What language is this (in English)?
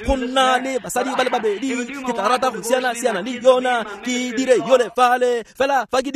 Tswana